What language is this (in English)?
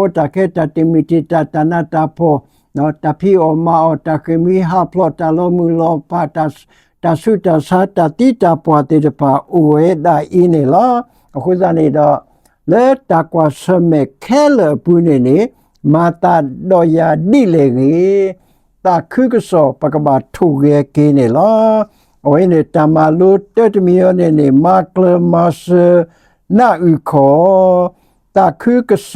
S'gaw Karen